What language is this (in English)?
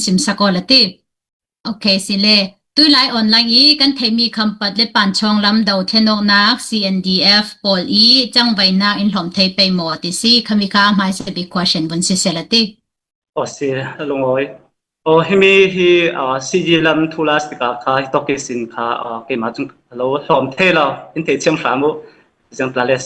Falam Chin